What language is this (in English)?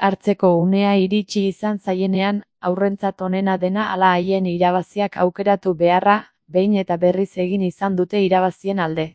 Basque